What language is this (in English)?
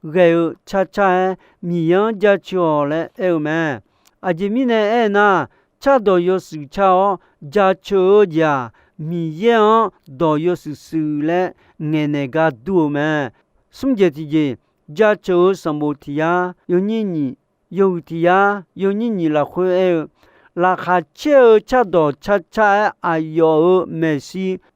Akha